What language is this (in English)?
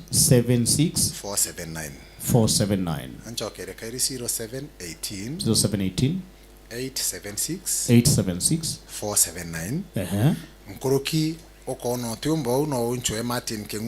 Meru